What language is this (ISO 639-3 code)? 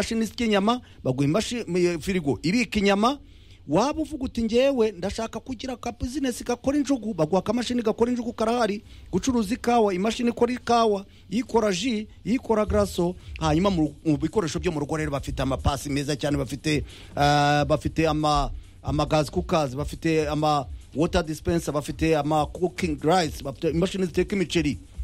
kin